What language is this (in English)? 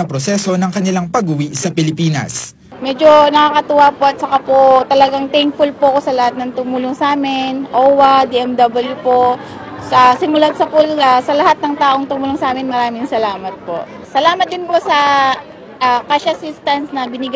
Filipino